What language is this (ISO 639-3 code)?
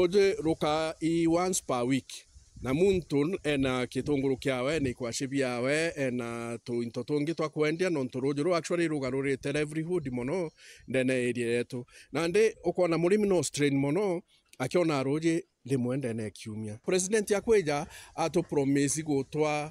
mer